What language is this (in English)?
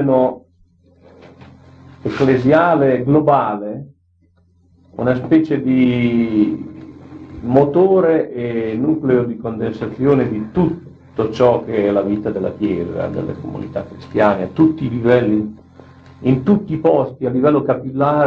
Italian